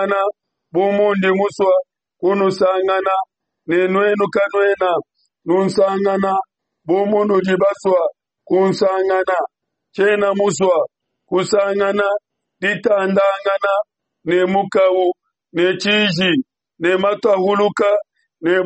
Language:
Luba-Lulua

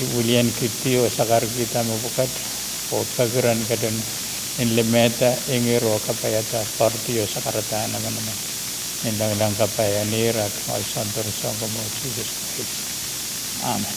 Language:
Pohnpeian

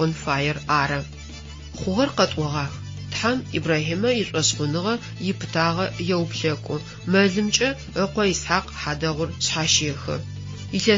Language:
Adyghe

